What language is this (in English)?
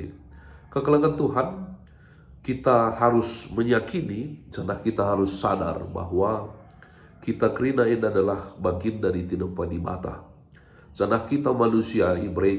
Batak Karo